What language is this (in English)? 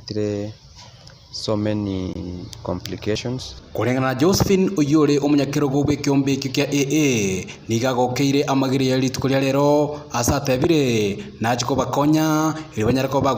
Gusii